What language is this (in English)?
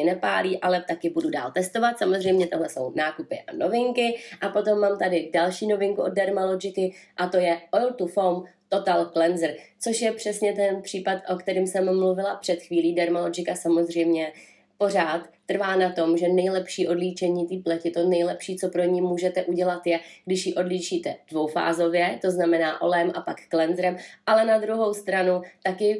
Czech